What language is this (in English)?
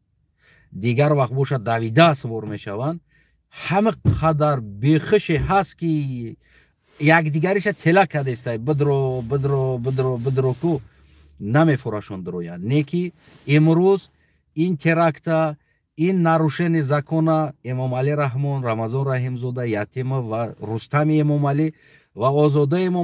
Tajik